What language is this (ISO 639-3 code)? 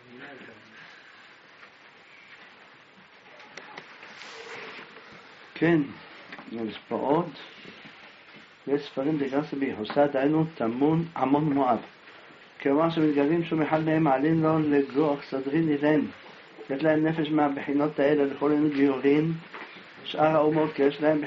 heb